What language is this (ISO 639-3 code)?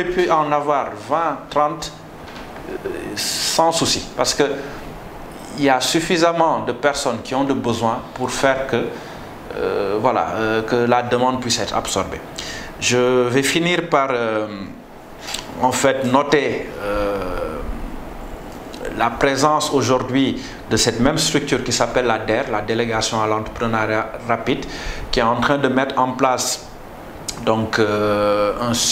fra